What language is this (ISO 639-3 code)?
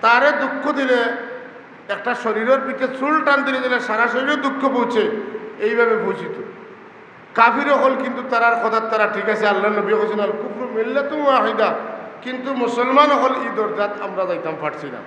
syl